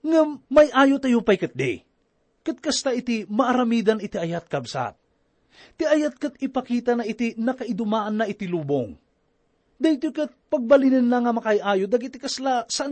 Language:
Iloko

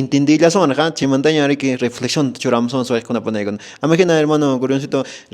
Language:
Quechua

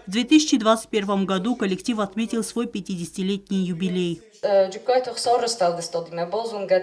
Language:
Ossetic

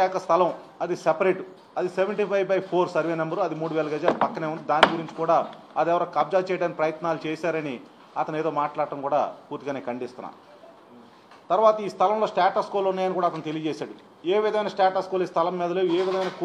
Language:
Telugu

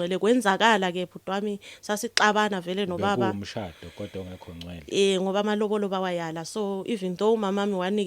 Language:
Zulu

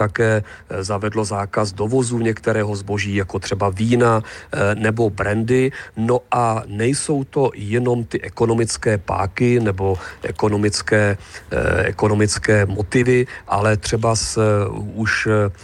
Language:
Czech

